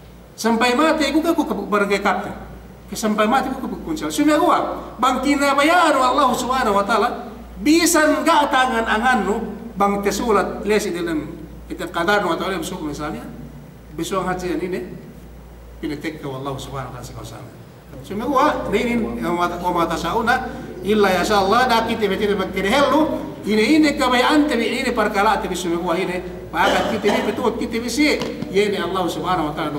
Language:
Yakan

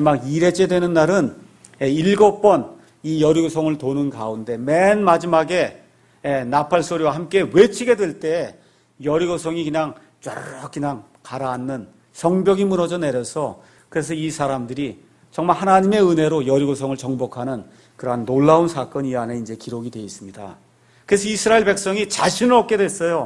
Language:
Korean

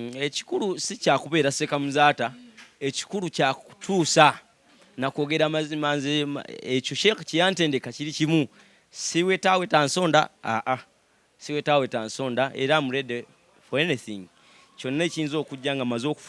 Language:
Ganda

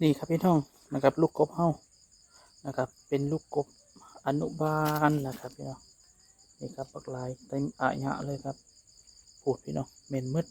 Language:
Northeastern Thai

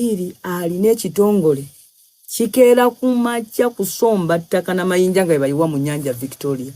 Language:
Ganda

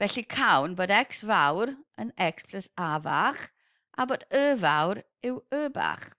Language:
Welsh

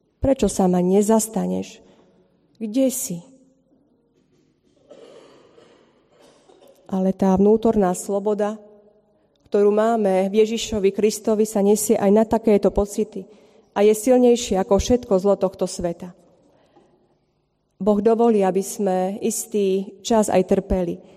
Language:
Slovak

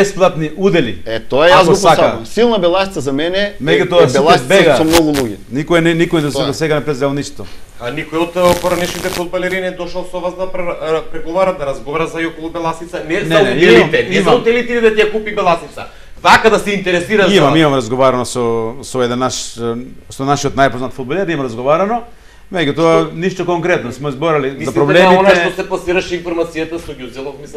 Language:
Macedonian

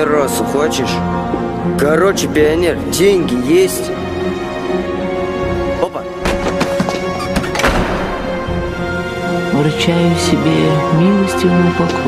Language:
Russian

